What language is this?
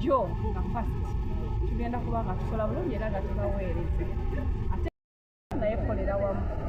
Ganda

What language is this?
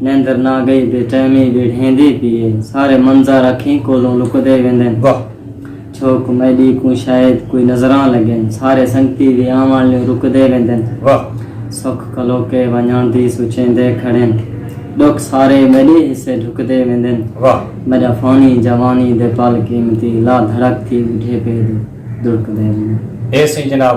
Saraiki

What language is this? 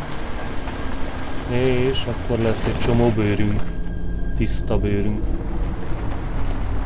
Hungarian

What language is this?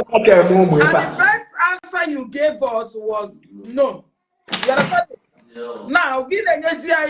Igbo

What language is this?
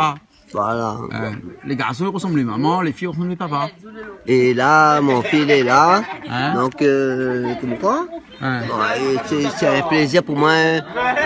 Réunion Creole French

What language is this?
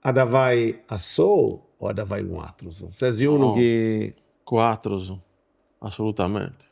Sardinian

